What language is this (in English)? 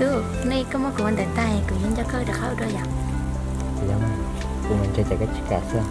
Hmong